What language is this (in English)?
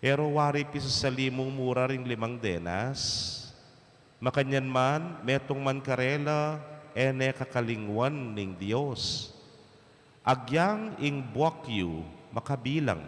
Pampanga